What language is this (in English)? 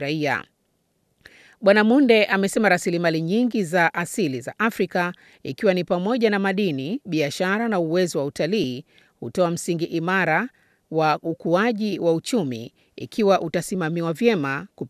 Swahili